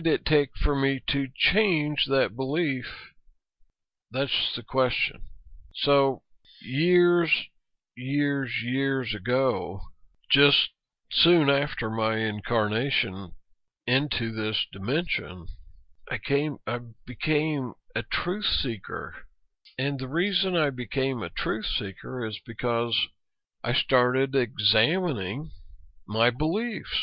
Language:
English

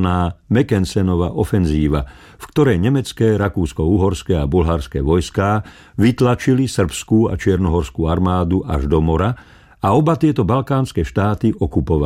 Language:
Slovak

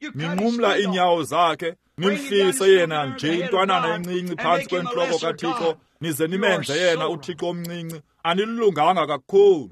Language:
Xhosa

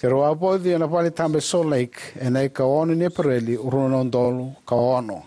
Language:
Fijian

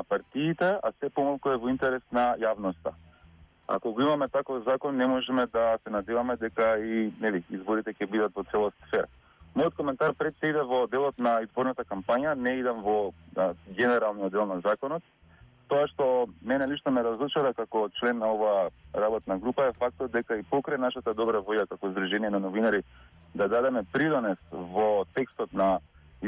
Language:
Macedonian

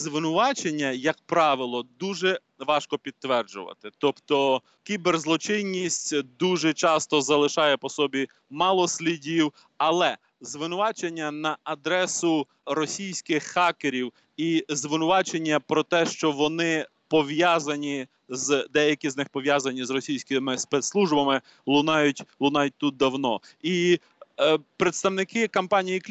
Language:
Ukrainian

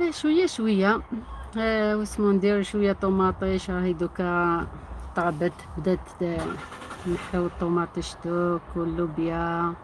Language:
Algerian Arabic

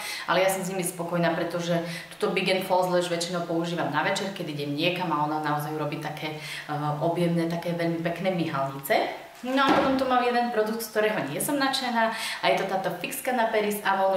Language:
Slovak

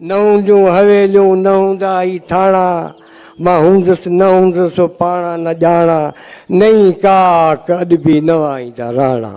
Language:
Sindhi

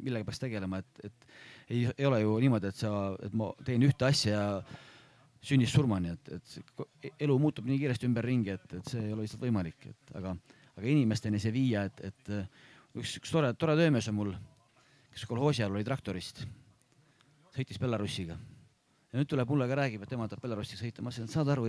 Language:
Estonian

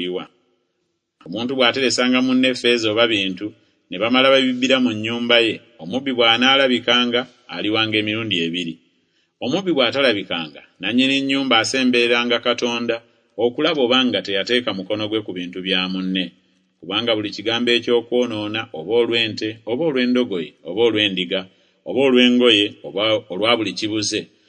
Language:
Ganda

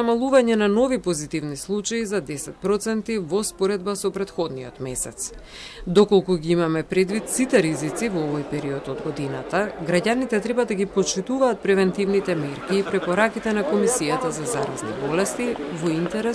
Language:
Macedonian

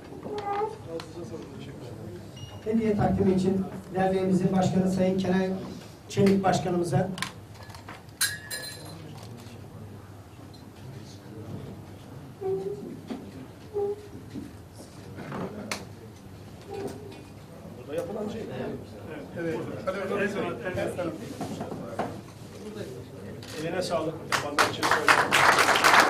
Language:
Turkish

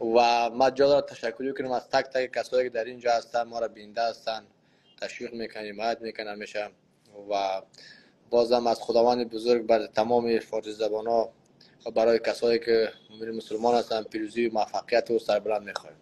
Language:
Persian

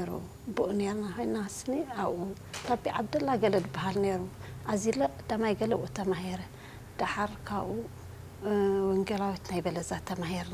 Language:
Tigrinya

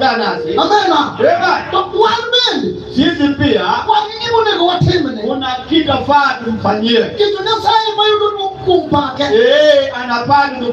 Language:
Luo (Kenya and Tanzania)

